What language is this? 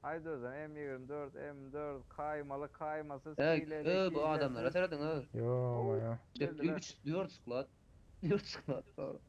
Turkmen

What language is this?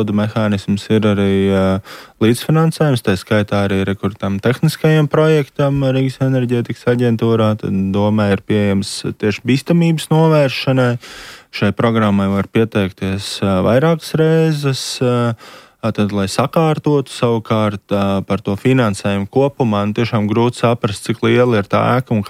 Latvian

